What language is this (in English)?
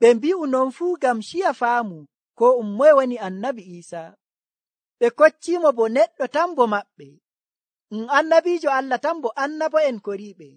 Nigerian Fulfulde